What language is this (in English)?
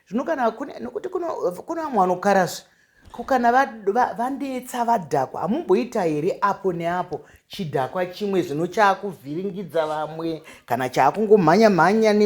Shona